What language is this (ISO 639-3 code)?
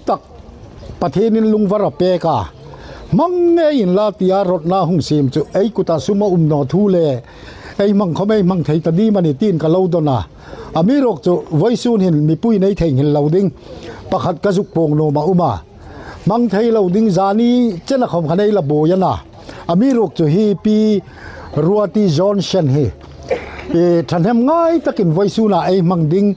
hmr